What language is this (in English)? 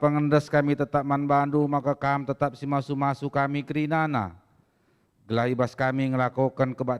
Batak Karo